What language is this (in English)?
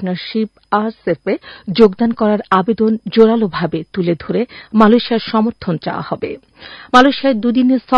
Bangla